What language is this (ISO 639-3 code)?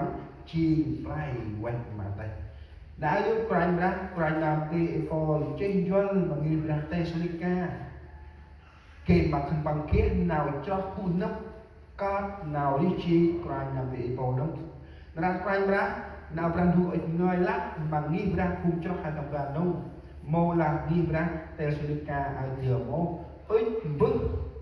cmo